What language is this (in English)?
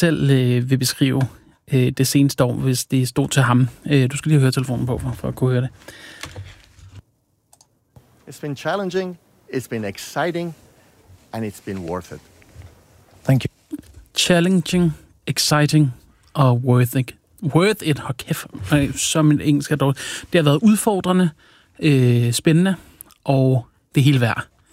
Danish